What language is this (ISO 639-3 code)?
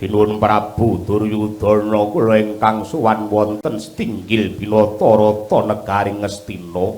jav